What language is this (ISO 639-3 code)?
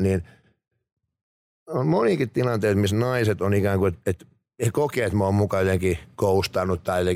fin